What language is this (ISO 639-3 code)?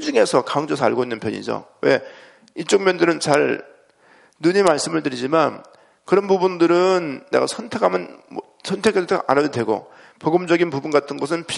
kor